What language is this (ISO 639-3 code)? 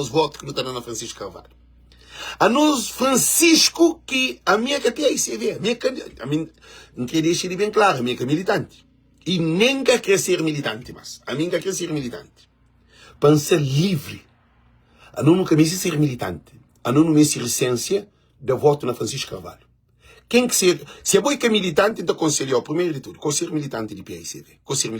kea